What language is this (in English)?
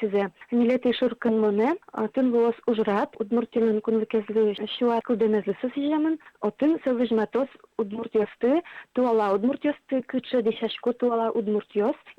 Udmurt